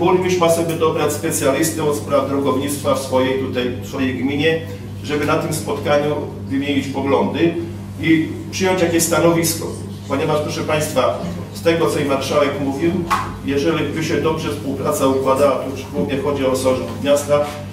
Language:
Polish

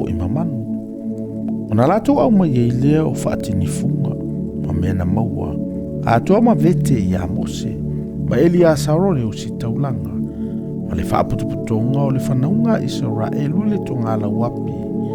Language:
Samoan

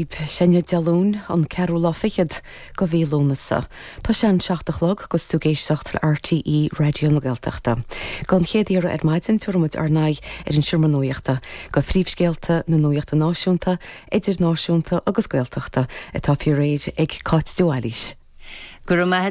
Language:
Irish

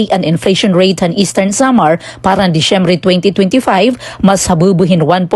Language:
Waray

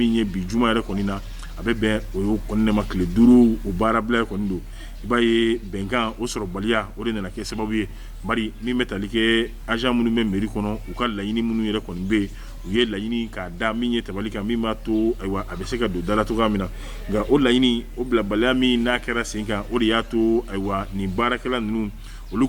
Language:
Bambara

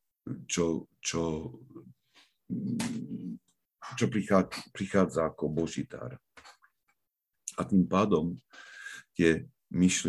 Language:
Slovak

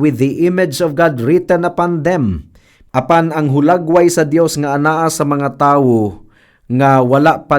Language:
Cebuano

